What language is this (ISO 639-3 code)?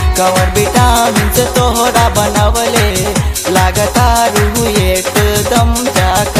bho